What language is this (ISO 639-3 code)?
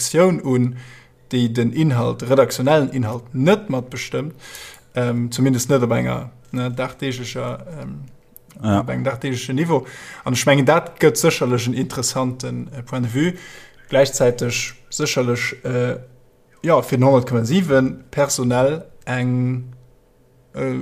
ltz